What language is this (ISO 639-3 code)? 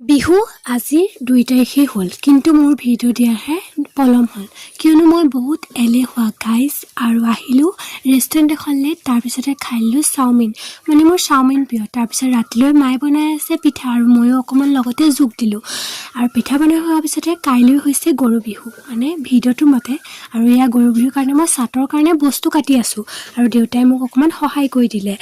asm